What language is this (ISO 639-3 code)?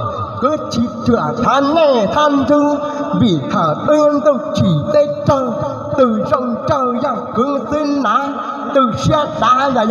hmn